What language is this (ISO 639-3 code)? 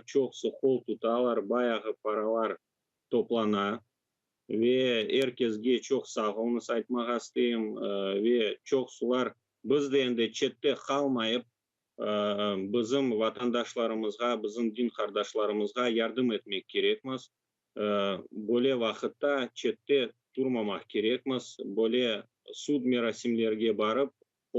crh